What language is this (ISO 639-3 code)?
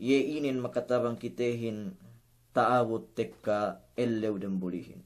yka